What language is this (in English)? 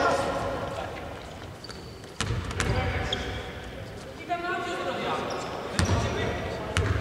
Greek